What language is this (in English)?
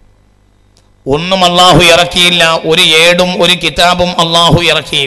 Malayalam